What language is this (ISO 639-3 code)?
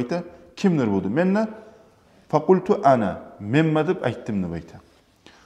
kum